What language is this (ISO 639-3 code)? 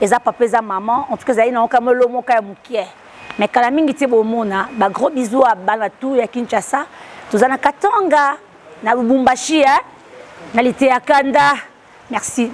lin